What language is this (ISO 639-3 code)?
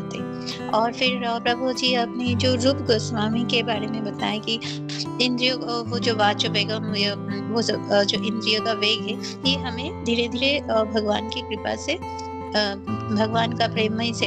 hin